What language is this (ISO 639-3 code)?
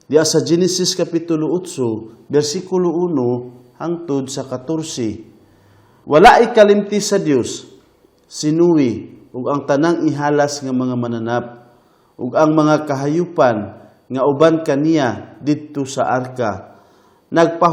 ceb